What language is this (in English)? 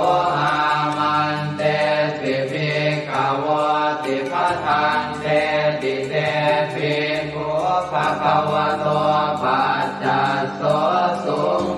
Pali